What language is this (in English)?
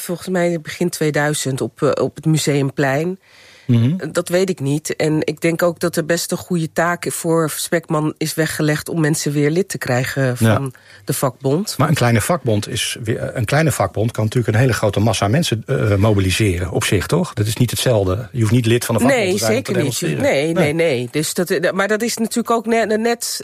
Dutch